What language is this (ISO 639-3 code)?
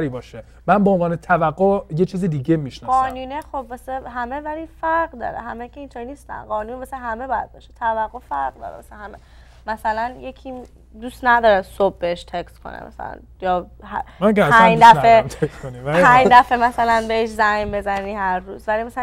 fas